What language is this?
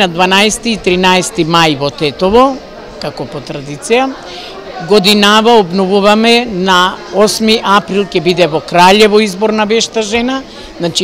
Macedonian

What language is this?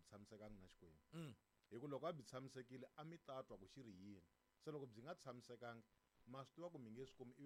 Tsonga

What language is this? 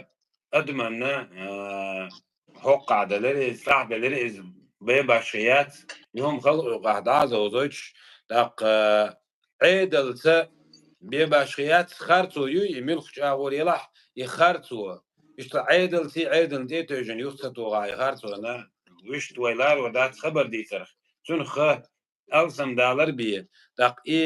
Chechen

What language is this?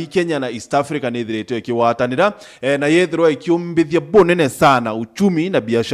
Meru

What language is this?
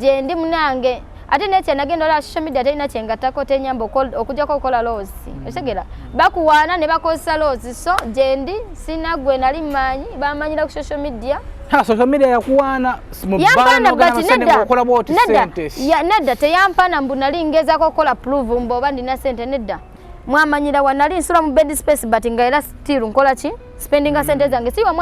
Ganda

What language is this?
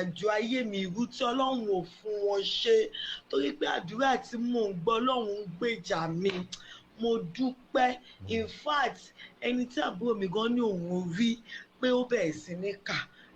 Yoruba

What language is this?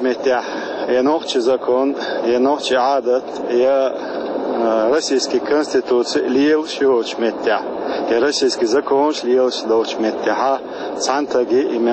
Chechen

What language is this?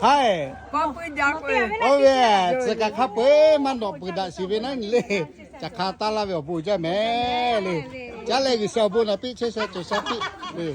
Lahu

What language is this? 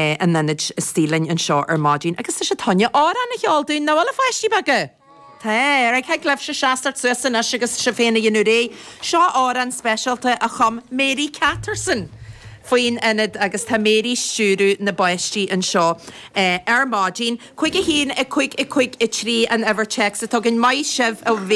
Irish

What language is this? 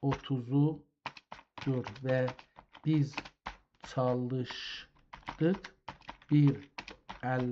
South Azerbaijani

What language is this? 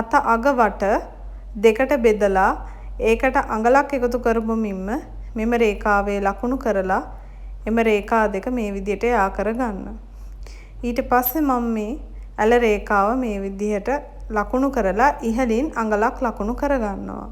Sinhala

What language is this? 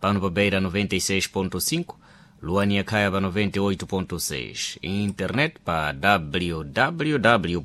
Sena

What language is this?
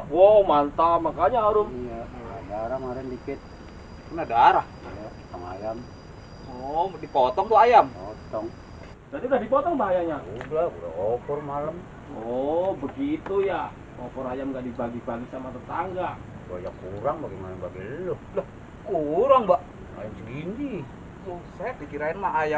Betawi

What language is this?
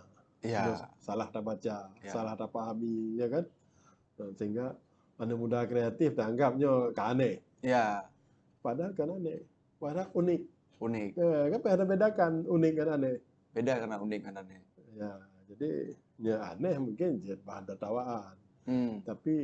Achinese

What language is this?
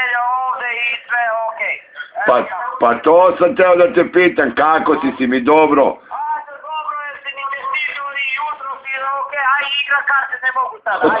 Bosnian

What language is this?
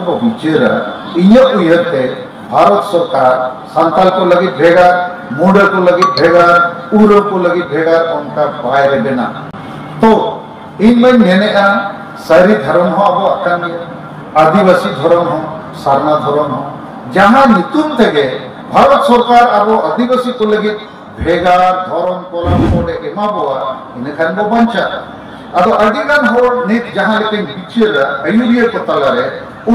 Santali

